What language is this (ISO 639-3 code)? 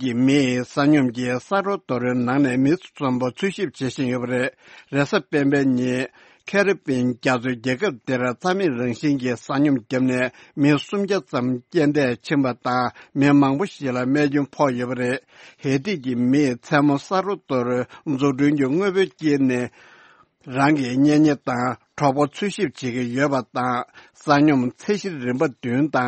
bod